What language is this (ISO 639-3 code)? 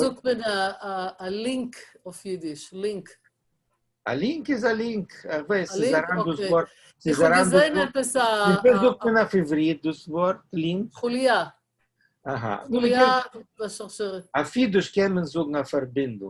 yid